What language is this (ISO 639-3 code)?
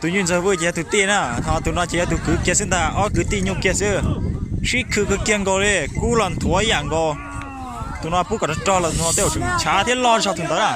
hmn